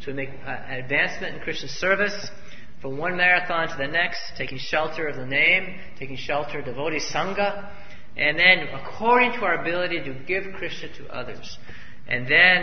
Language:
English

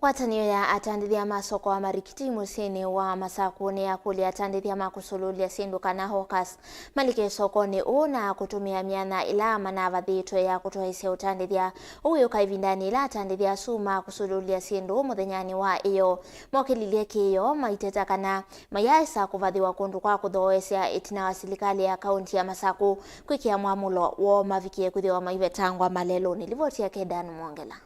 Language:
Kamba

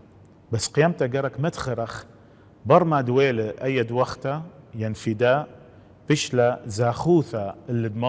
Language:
Assyrian Neo-Aramaic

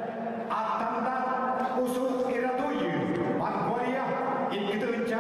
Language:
Yakut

